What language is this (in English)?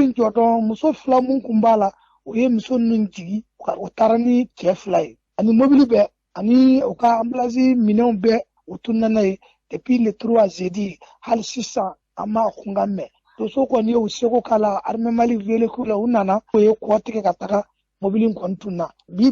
Bambara